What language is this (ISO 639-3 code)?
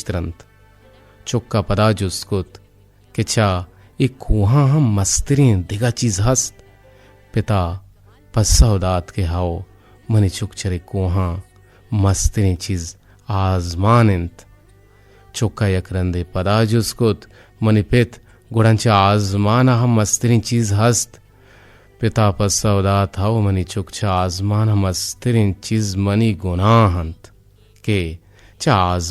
bgp